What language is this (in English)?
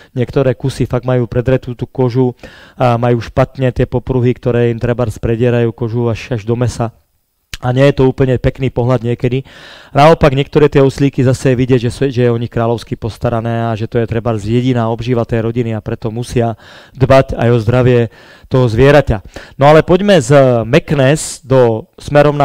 Slovak